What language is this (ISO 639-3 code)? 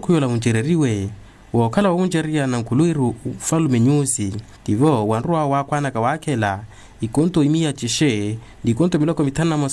vmw